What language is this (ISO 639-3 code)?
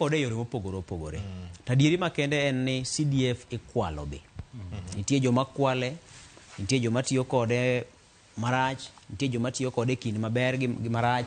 luo